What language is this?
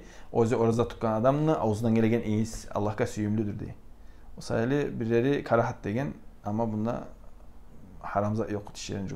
Kumyk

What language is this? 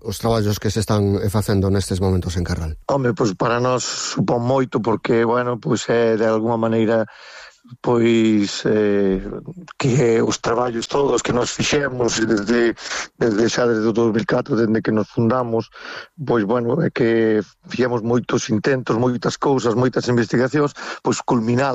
Galician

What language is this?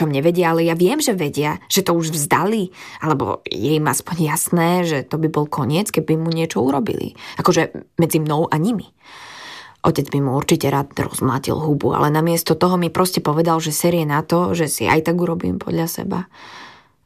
Slovak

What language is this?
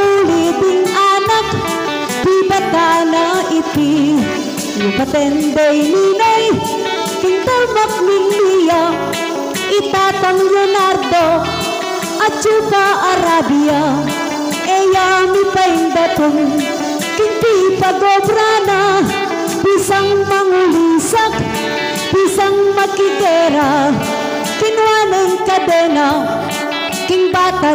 Pampanga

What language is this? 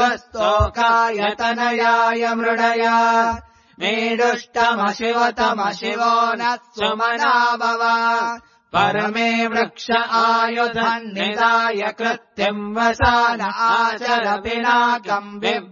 Sanskrit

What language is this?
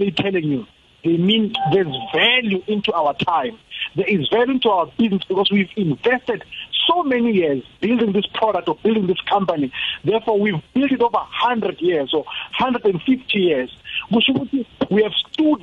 South Ndebele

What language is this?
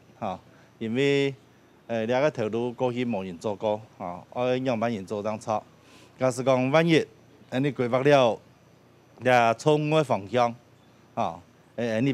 Hakka Chinese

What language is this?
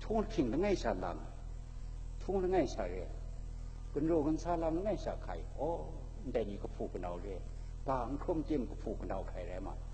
Kachin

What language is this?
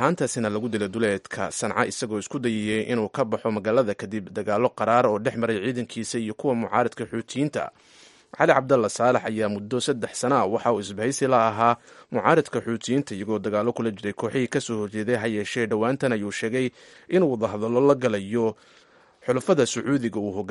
Somali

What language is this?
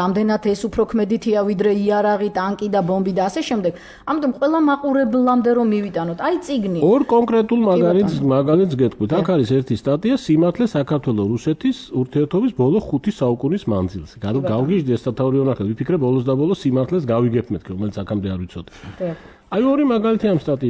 Georgian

